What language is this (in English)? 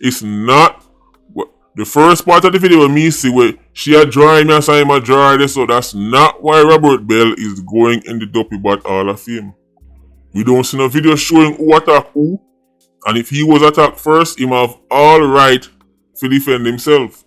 Jamaican Creole English